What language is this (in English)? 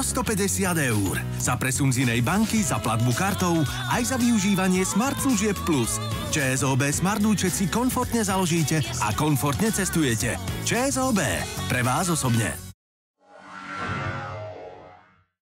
Slovak